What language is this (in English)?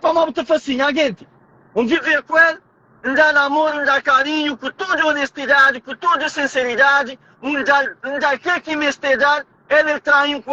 Kabuverdianu